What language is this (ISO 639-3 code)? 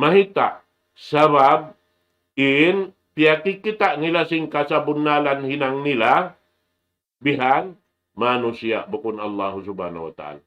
tsg